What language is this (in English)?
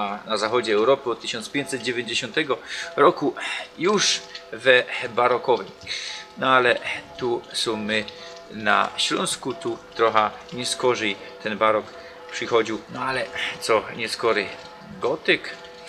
Silesian